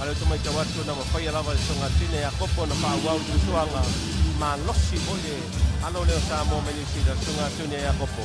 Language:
Samoan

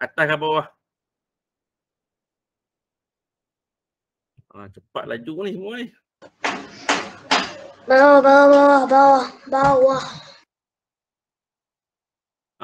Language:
Malay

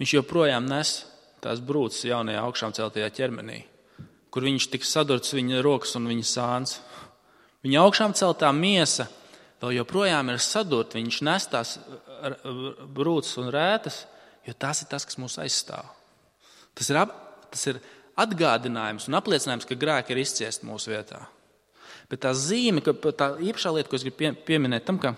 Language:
Latvian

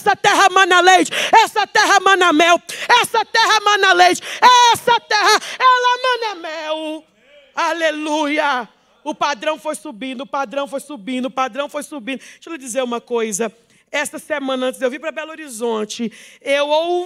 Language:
Portuguese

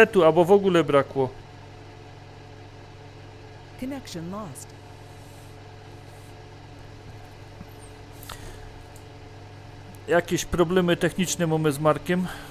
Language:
Polish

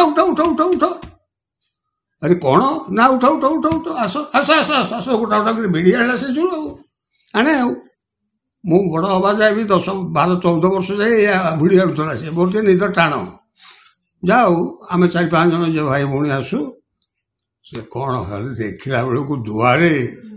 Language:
Odia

